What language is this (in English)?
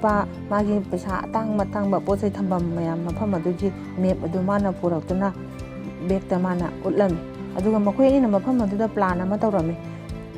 Manipuri